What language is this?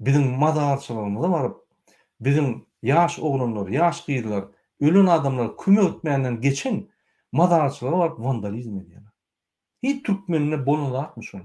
Turkmen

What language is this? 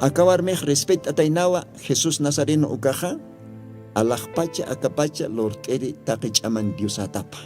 Aymara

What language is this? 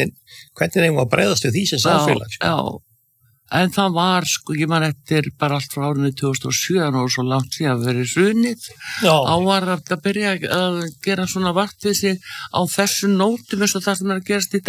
Icelandic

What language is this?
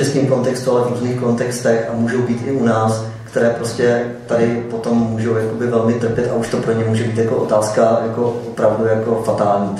Czech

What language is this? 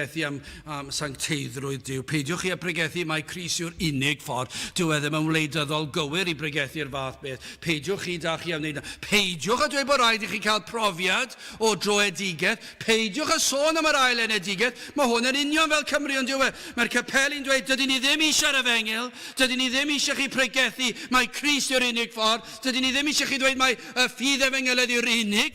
Welsh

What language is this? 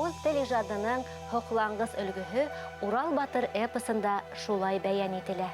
Bashkir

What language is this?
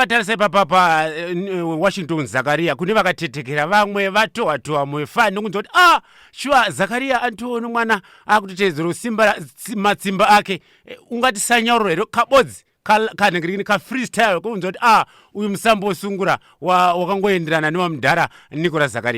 Shona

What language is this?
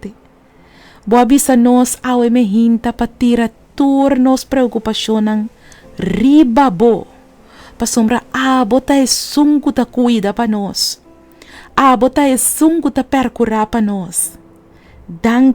Papiamento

